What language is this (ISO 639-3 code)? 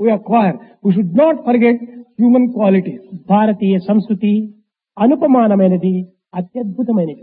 tel